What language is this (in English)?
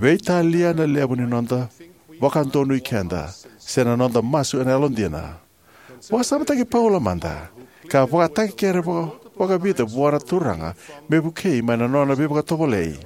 Fijian